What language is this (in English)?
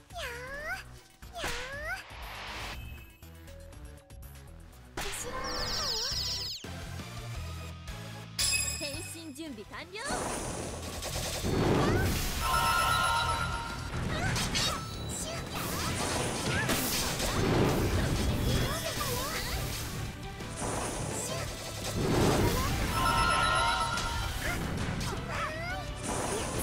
Japanese